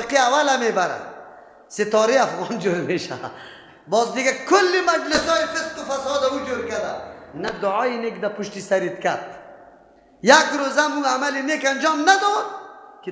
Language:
Persian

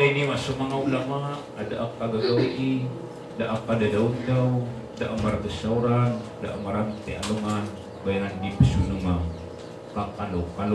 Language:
Maranao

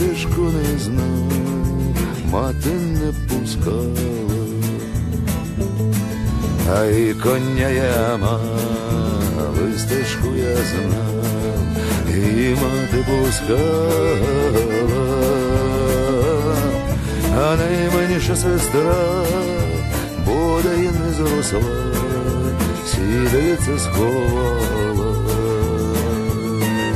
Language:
Ukrainian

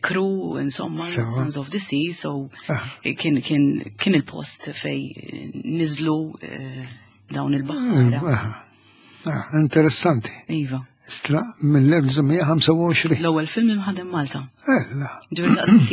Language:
Maltese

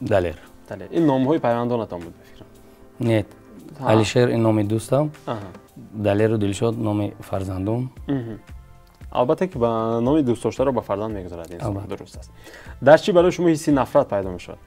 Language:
Tajik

